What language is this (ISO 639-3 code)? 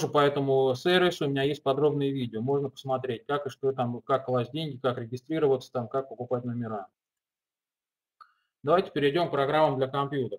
rus